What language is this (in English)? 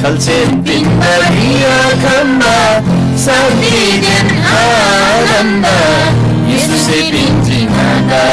Eastern Tamang